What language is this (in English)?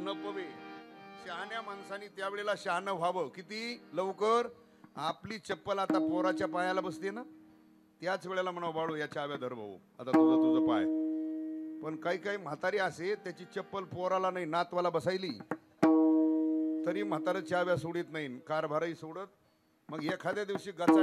Marathi